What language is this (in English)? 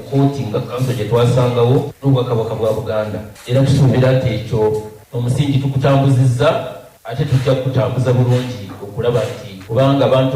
Ganda